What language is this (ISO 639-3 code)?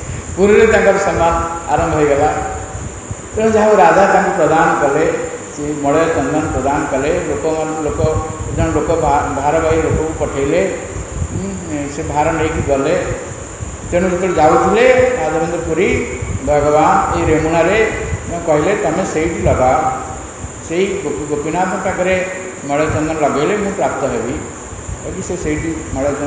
ori